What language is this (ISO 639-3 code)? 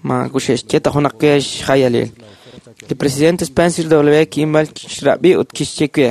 kek